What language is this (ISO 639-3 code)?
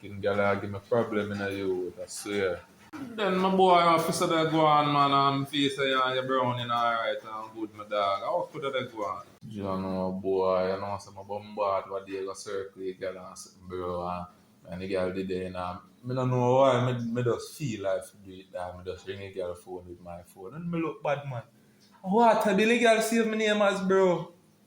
jam